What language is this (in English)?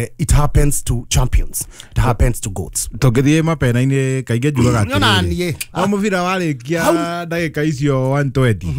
Kikuyu